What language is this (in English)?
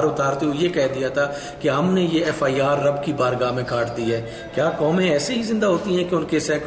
Urdu